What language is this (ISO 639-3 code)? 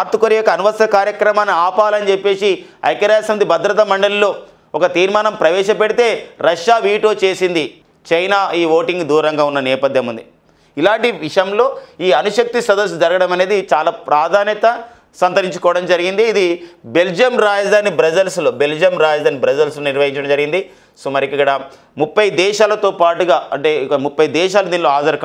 tel